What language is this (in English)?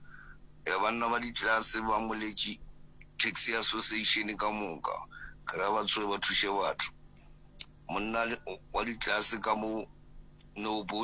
Northern Sotho